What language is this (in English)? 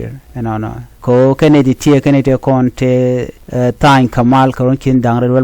Nuer